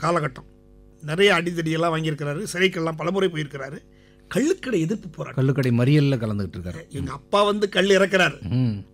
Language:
Tamil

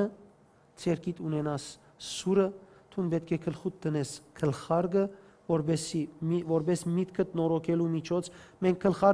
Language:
Western Armenian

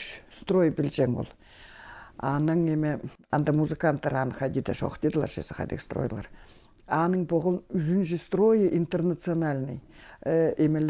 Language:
Khakas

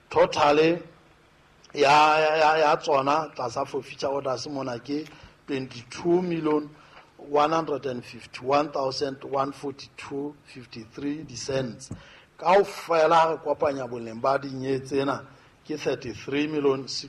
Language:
Southern Sotho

